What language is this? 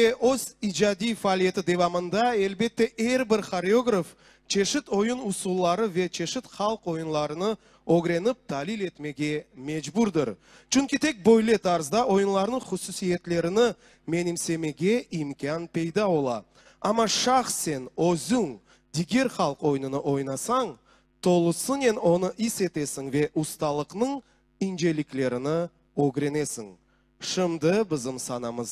Crimean Tatar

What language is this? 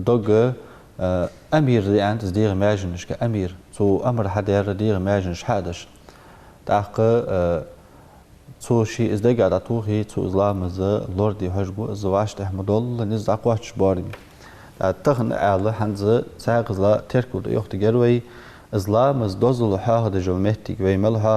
Ingush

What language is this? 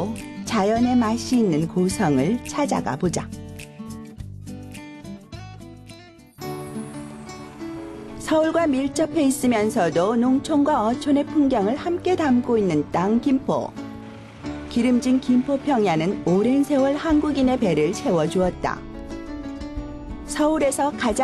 Korean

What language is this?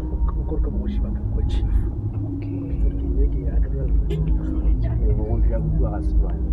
Northern Sotho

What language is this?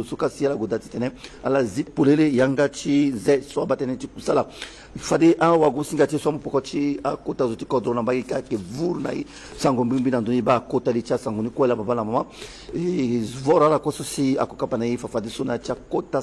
Sango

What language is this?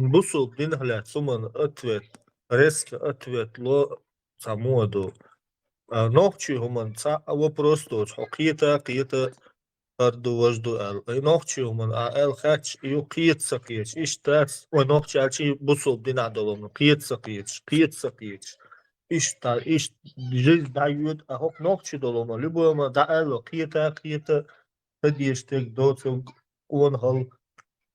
Chechen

